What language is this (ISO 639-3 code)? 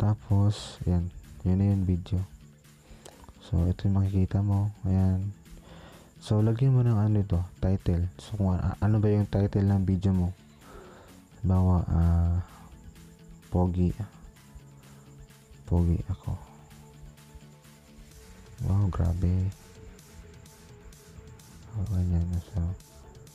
fil